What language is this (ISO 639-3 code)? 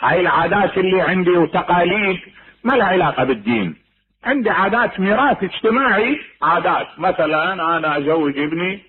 acm